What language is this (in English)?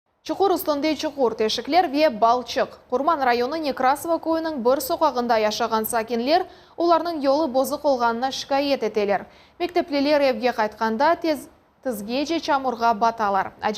Crimean Tatar